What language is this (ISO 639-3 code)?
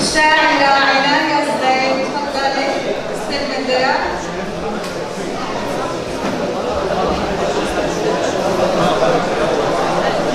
ara